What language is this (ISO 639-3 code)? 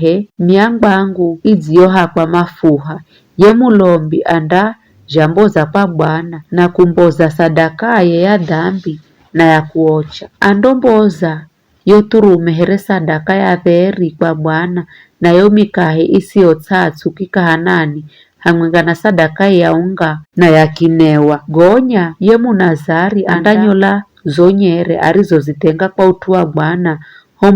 nyf